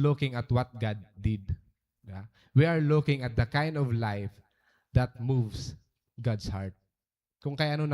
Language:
Waray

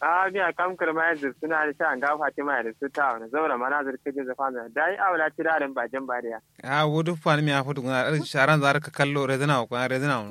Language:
Kanuri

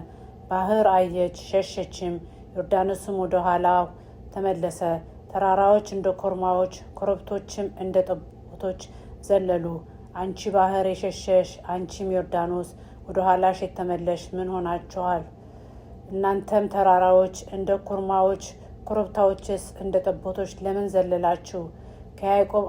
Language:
Amharic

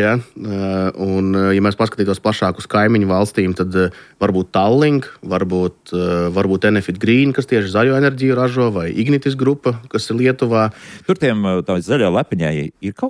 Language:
Latvian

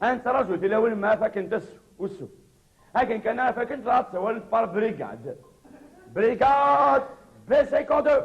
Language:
Kabyle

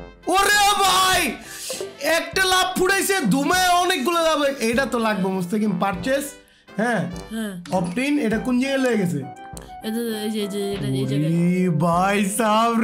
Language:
Bangla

